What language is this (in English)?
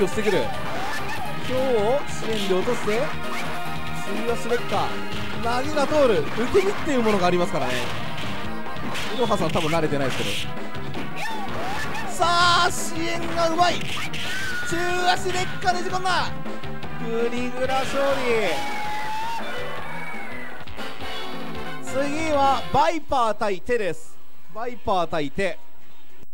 Japanese